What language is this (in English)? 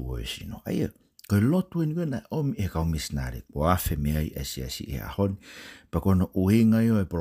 Tongan